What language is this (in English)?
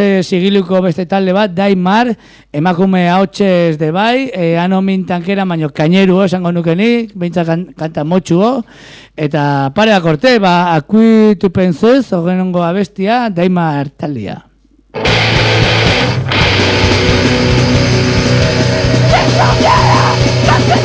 Basque